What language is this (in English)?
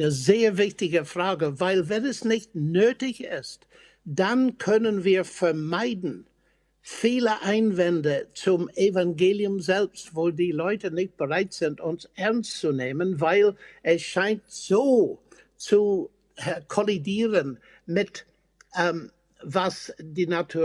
German